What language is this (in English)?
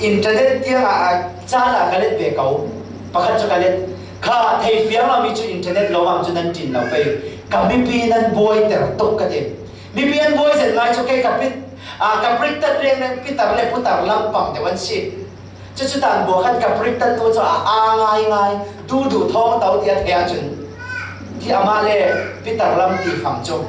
Falam Chin